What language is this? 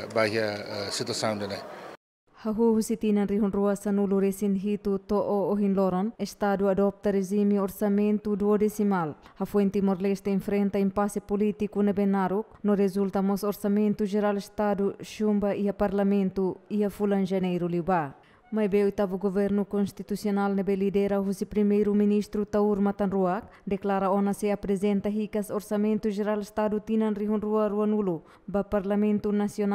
Tetum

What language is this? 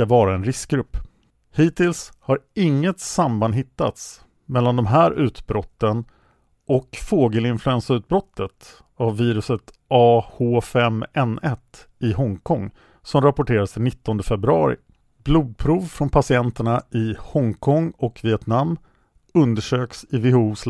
Swedish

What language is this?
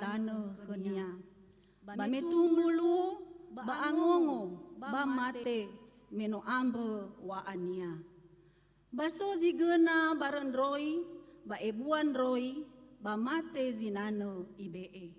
Nias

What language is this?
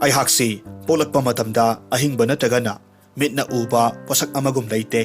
Manipuri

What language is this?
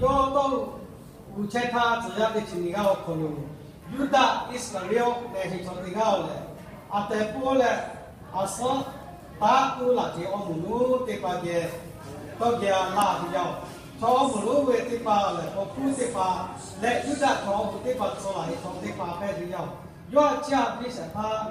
Lahu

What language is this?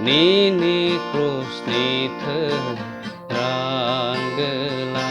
Kok Borok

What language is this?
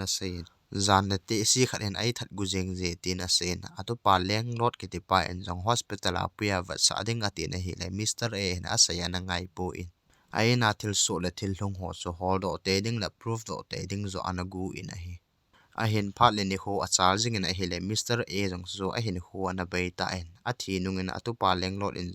Thado Chin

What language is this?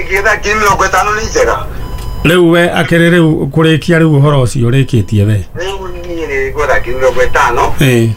Kikuyu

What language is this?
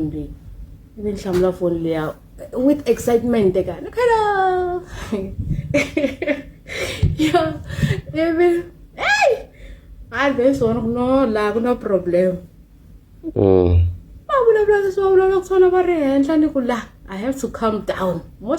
Tsonga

